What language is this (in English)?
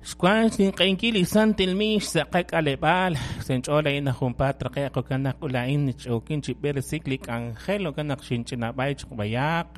Kekchí